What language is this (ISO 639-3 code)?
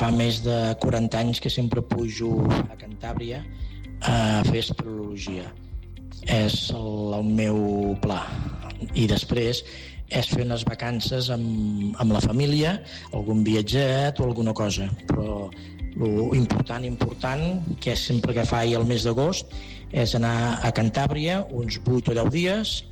cat